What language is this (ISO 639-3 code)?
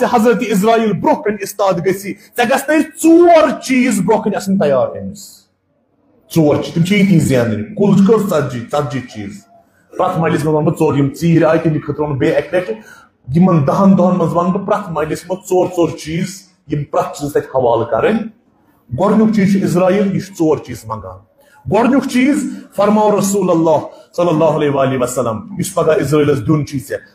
kas